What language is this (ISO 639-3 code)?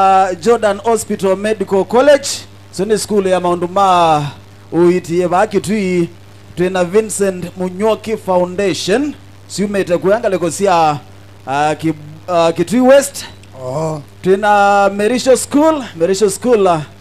kam